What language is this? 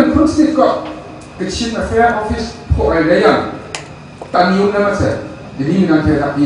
Kachin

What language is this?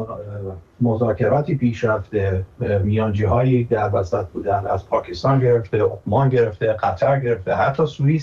Persian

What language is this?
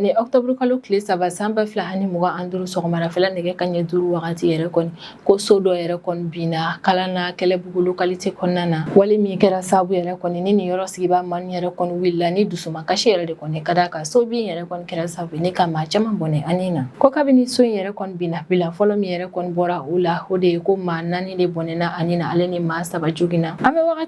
Bambara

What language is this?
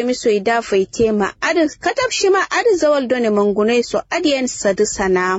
Kanuri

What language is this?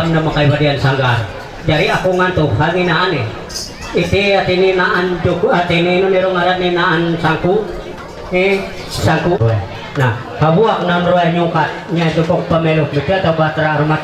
Ma'anyan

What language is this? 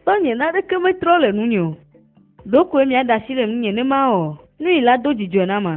Ewe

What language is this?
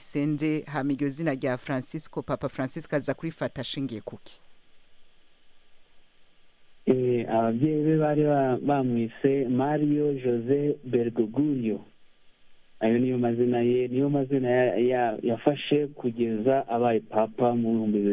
Kinyarwanda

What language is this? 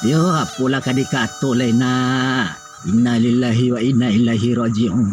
Minangkabau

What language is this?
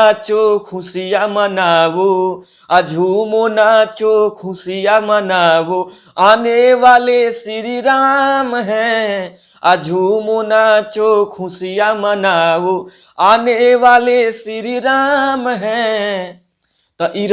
Bhojpuri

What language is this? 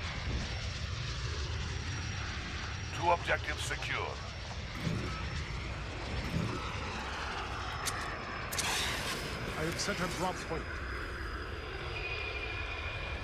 English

